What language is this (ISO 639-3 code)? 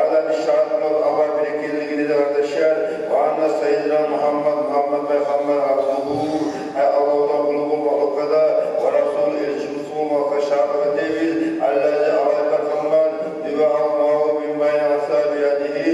kum